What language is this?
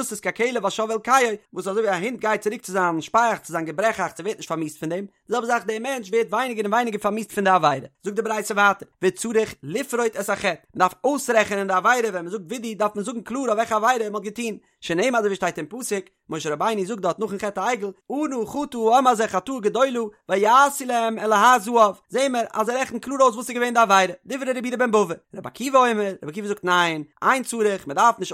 Yiddish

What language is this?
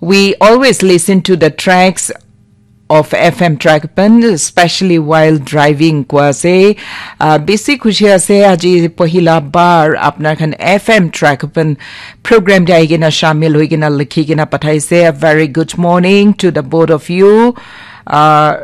Naga Pidgin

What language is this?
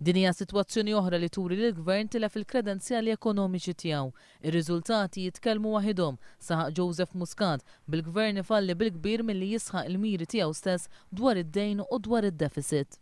Maltese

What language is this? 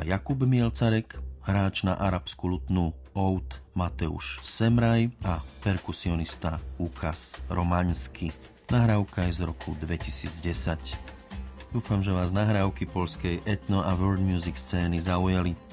Slovak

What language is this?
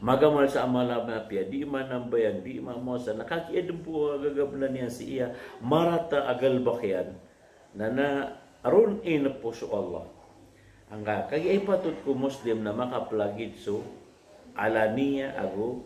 Maranao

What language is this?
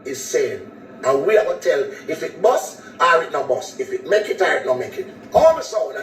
Jamaican Creole English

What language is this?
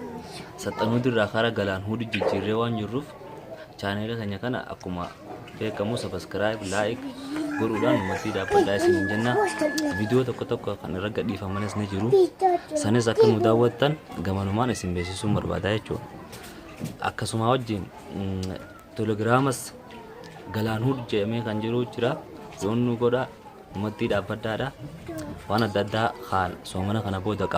Oromo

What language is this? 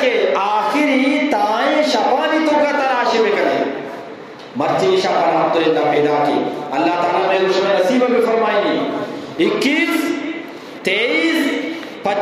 Eastern Balochi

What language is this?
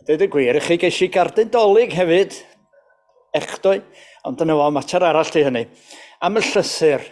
Welsh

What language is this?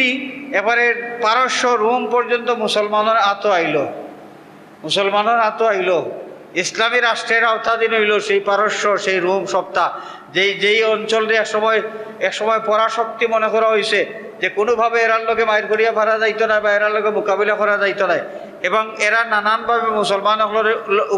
Sylheti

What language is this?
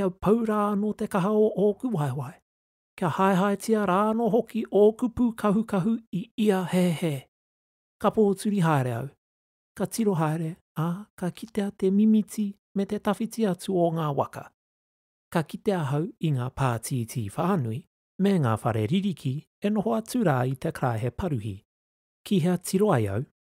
Māori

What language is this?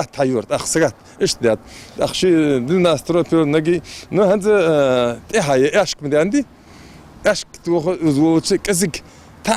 Ingush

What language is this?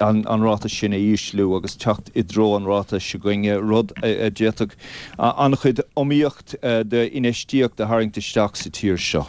Irish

